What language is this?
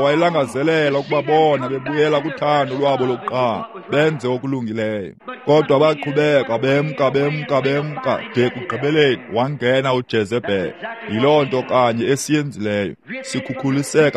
Xhosa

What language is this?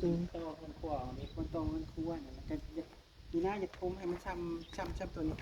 Northeastern Thai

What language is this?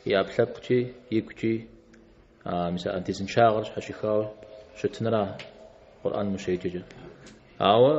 Kabardian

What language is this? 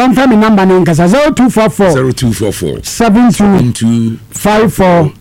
Akan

